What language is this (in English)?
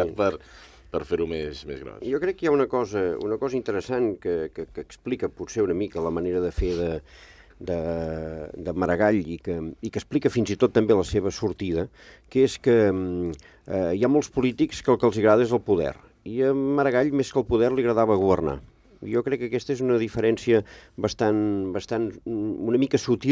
Catalan